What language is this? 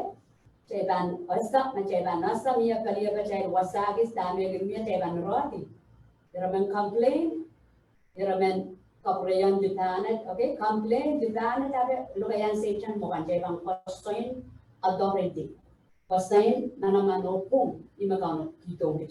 Pohnpeian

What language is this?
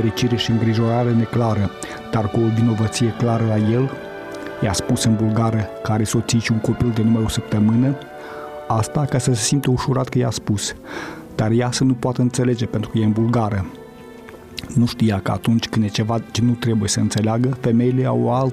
Romanian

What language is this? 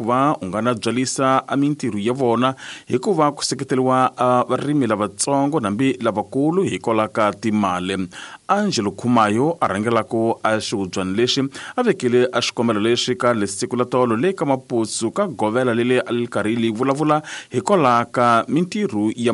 Tsonga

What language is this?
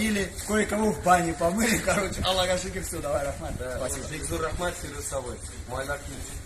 Tatar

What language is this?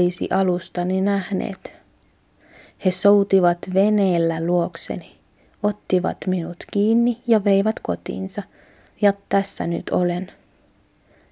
Finnish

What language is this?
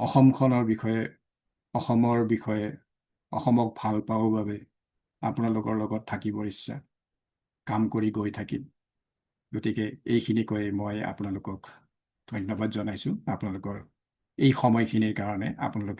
Assamese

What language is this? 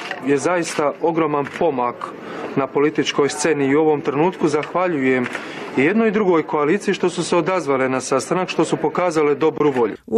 Serbian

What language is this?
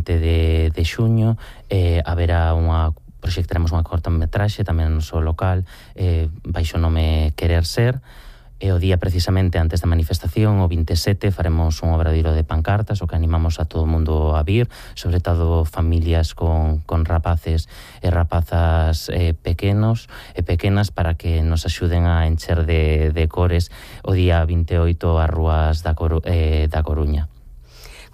Galician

